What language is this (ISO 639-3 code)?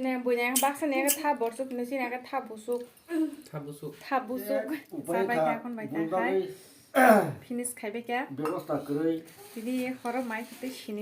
trp